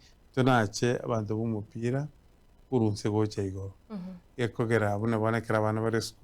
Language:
Gusii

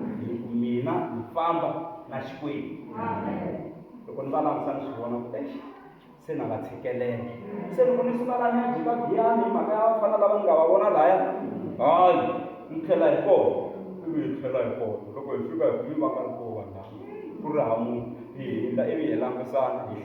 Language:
Tsonga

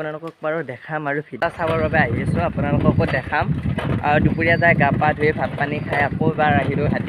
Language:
Assamese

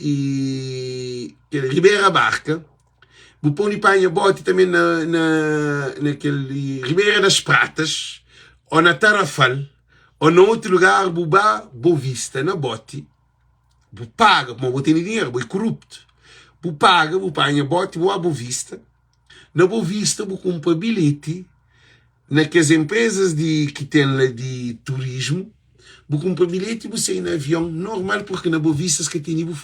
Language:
Kabuverdianu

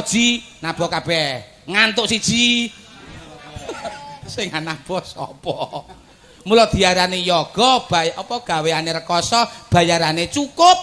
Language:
Javanese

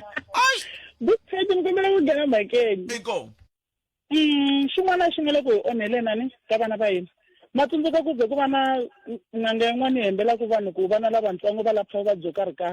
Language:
Tsonga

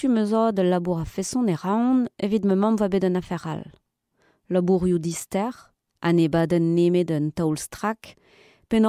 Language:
Breton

